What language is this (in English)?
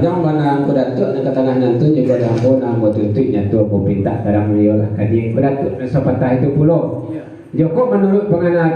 Minangkabau